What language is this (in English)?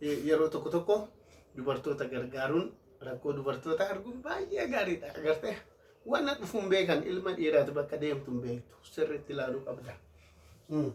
Oromo